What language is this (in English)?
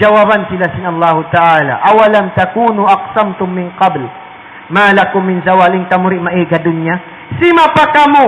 Tausug